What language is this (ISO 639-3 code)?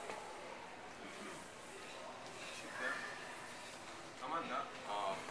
swe